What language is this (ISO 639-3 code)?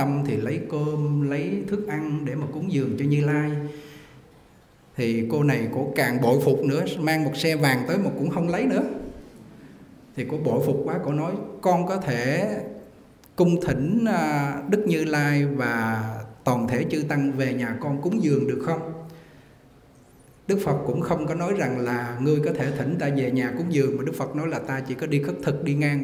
vie